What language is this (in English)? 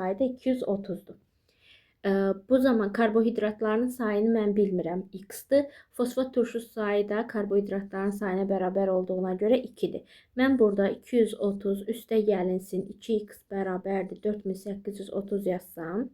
Azerbaijani